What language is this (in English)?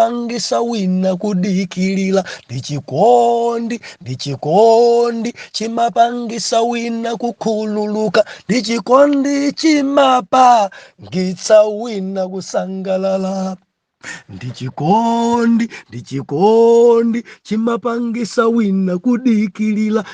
Nyanja